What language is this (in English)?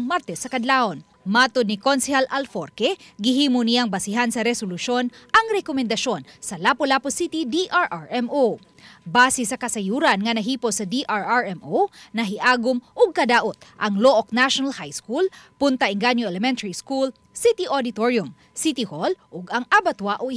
Cebuano